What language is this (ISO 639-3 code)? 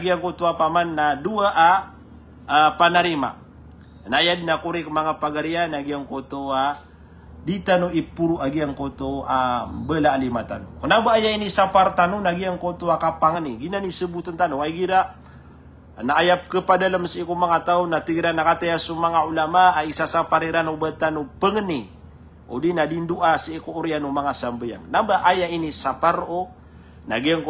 mrw